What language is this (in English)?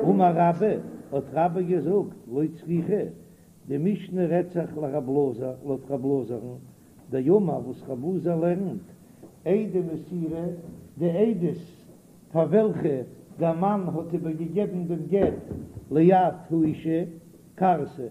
Yiddish